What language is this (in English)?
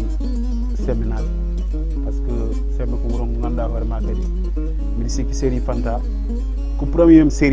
Fula